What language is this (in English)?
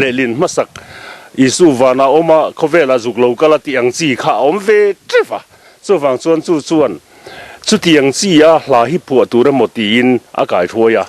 Mizo